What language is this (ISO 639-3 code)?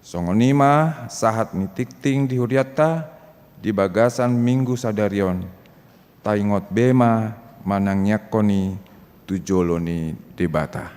bbc